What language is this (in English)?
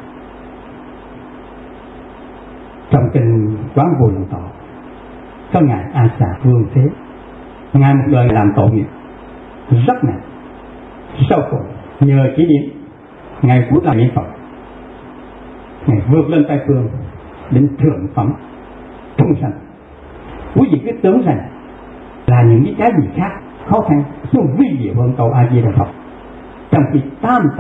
Vietnamese